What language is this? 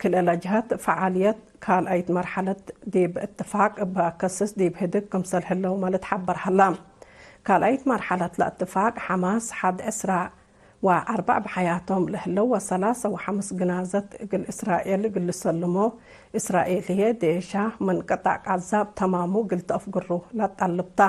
Tigre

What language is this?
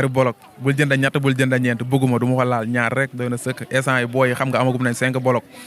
Wolof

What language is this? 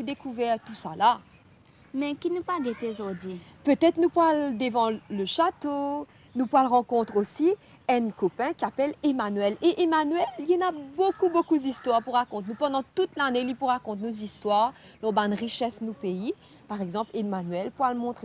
Morisyen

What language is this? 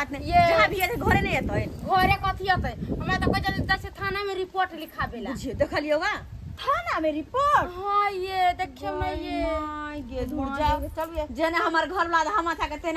Maithili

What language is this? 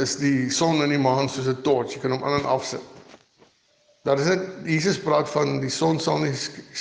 Afrikaans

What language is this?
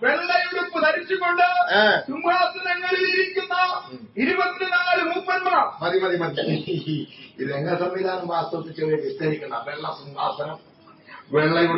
Malayalam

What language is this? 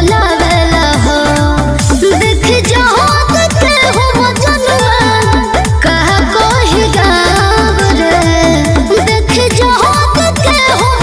Bhojpuri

